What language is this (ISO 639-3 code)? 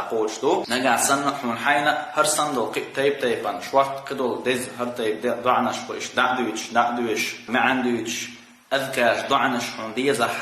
che